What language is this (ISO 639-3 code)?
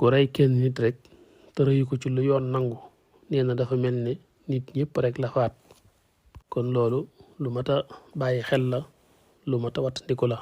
wol